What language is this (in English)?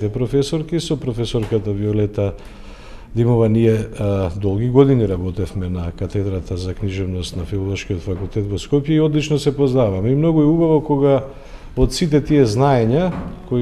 Macedonian